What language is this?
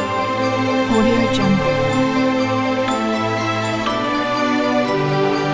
Malay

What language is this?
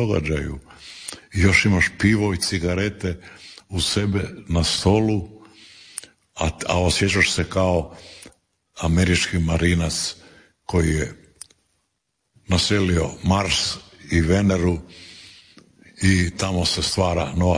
Croatian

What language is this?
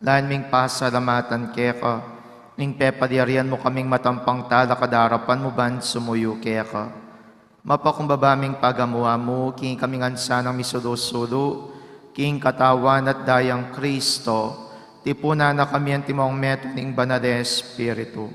Pampanga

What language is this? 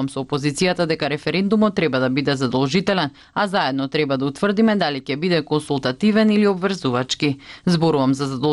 Macedonian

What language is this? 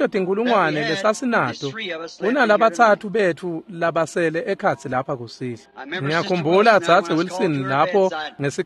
Swati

